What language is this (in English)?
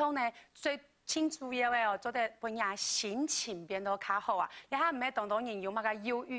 Hakka Chinese